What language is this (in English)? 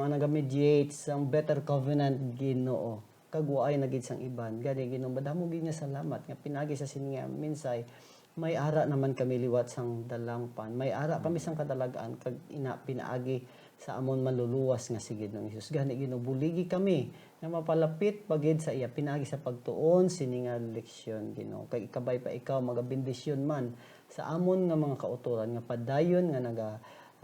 Hiligaynon